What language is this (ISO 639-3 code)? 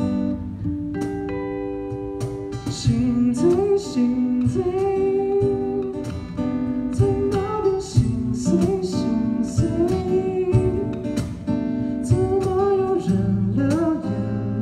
zho